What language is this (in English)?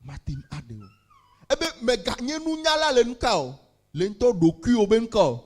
Ewe